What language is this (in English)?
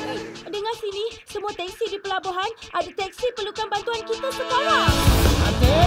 Malay